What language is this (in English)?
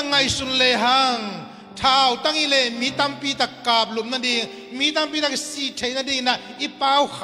Tedim Chin